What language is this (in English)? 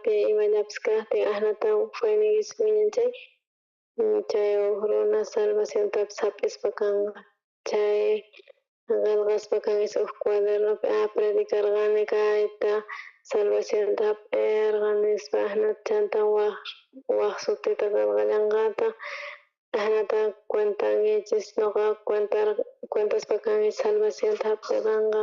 South Bolivian Quechua